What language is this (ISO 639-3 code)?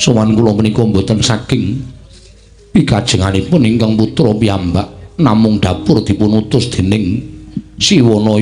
jav